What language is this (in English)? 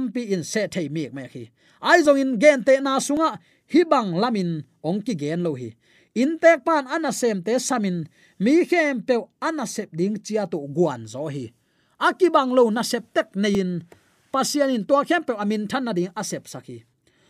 Tedim Chin